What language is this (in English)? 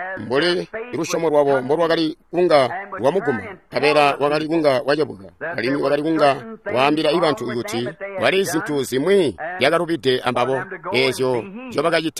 Tonga (Zambia)